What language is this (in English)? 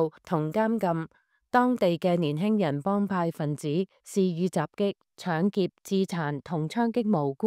Cantonese